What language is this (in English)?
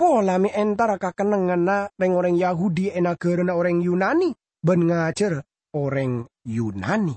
Madurese